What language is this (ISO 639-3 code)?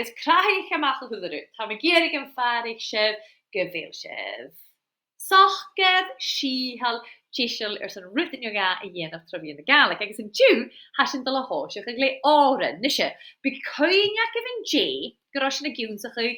gla